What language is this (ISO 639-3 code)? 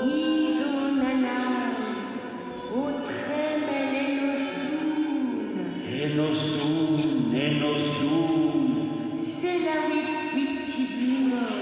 bre